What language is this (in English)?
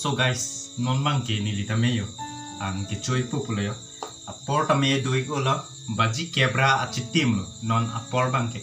Karbi